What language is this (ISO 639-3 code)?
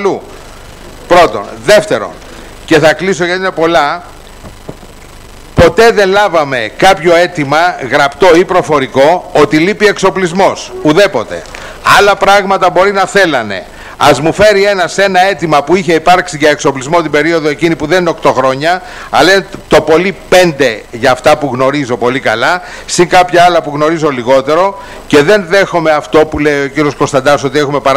ell